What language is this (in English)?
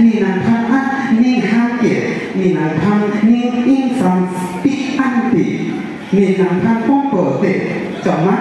Karbi